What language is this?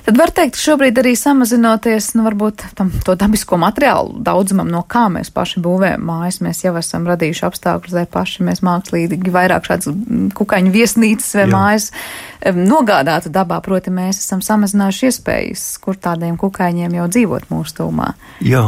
Latvian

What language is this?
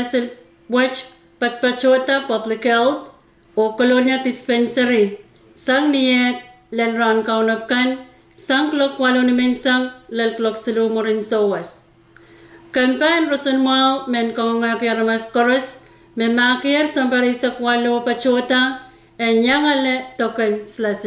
Pohnpeian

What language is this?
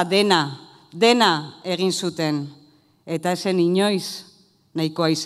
Basque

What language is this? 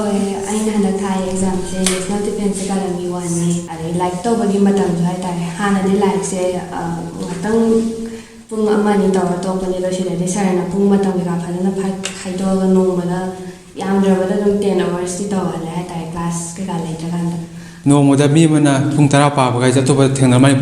Manipuri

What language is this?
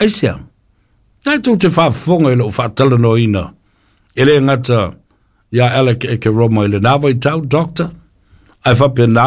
Samoan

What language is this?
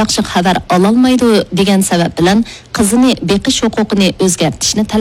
Uyghur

